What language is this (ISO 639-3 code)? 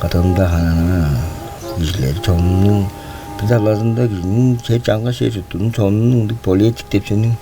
tyv